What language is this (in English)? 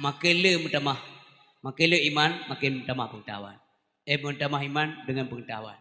Achinese